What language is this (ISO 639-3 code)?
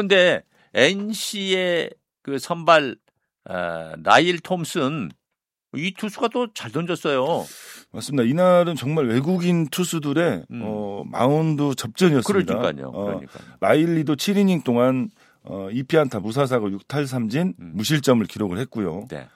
kor